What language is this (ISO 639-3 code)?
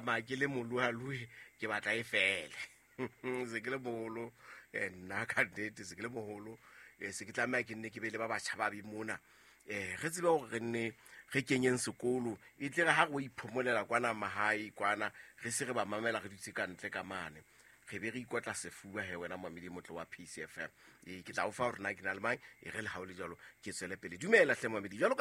sot